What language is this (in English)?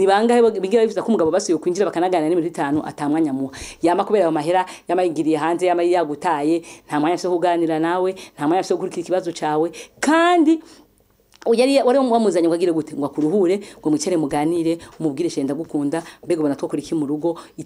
Rundi